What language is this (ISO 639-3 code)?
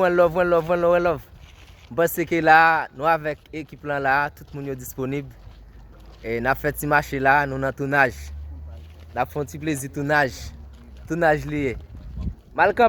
hat